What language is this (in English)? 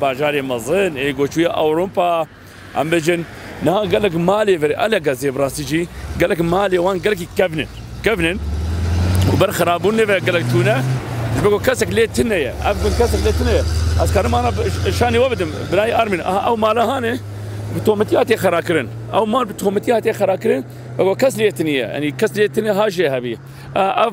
Kurdish